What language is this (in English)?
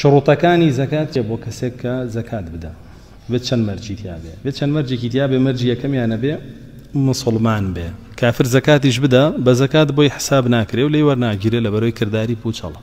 Central Kurdish